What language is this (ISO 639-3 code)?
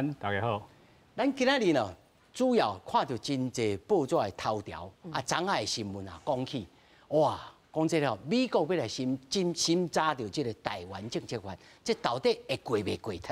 nan